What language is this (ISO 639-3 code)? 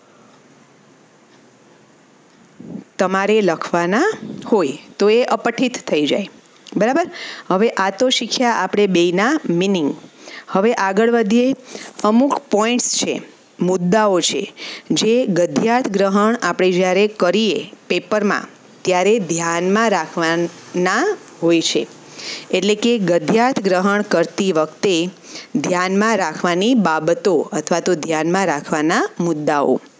guj